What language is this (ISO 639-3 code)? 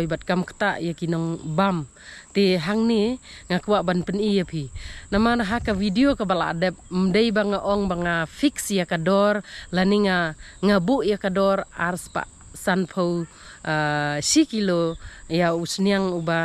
kha